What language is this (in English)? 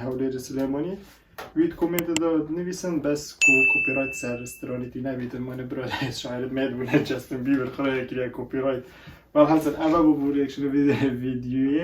Kurdish